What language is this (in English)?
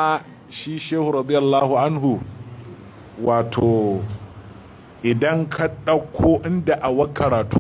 Hausa